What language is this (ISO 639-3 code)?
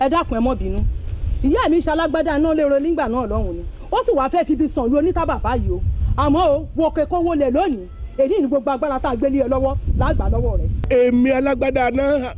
yor